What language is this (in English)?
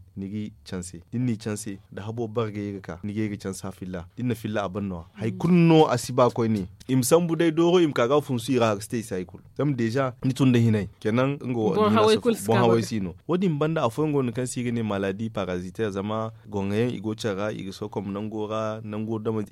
Zarma